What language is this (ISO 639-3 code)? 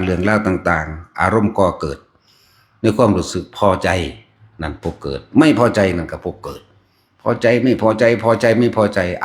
tts